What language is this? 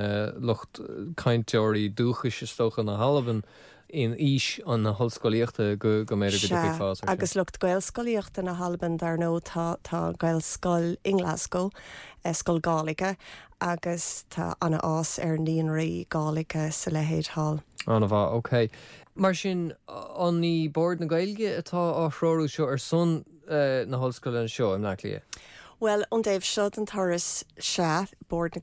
Irish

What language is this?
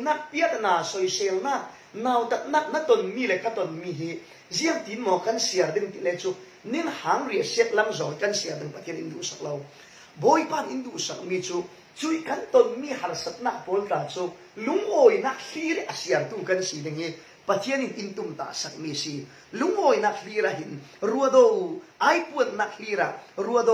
Falam Chin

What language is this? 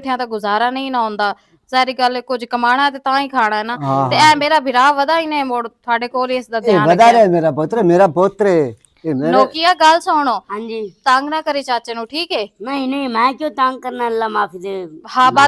Western Panjabi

